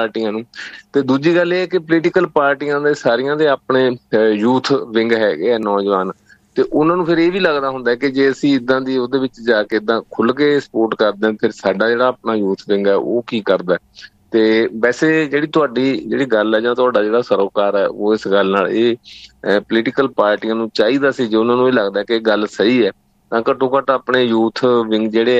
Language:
Punjabi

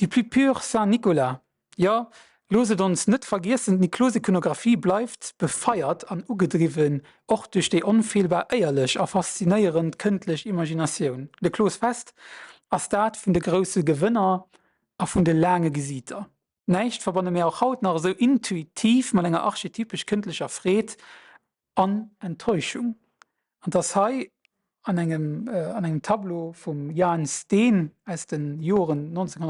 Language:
Luxembourgish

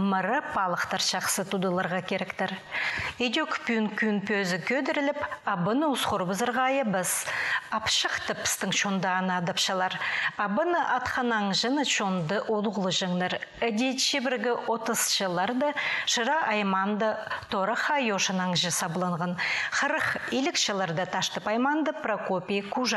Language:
Khakas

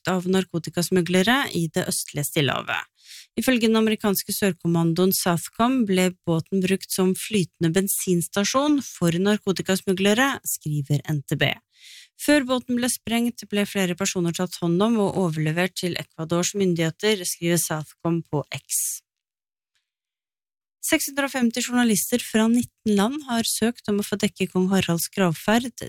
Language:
Norwegian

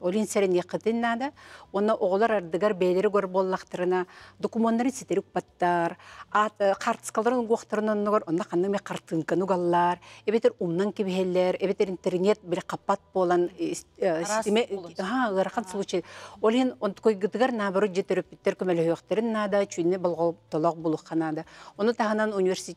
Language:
Yakut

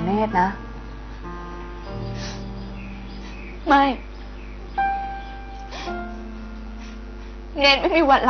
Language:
Thai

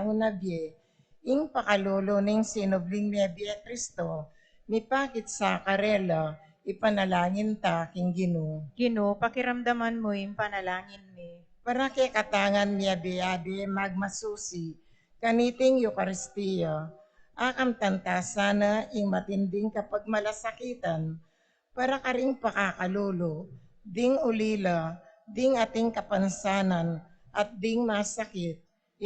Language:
Pampanga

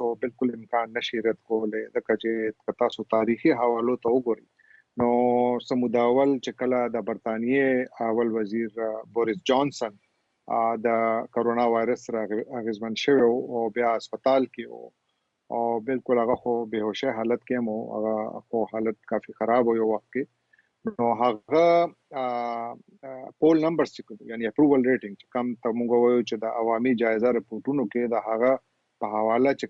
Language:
Pashto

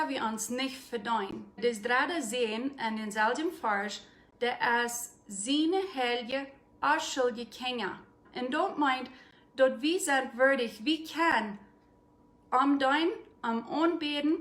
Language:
Plautdietsch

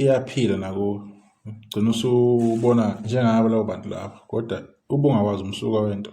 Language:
Zulu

